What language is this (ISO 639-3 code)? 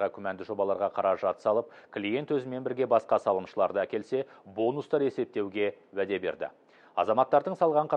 kaz